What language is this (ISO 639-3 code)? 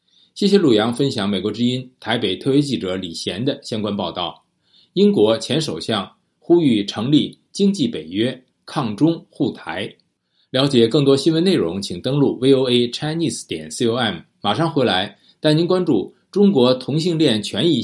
zho